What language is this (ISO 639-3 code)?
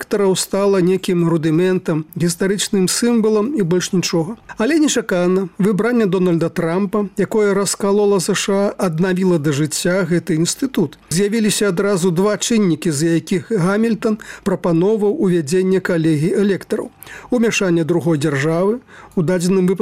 bel